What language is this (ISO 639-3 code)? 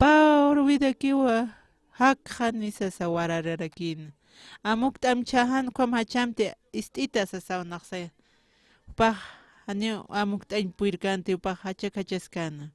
aym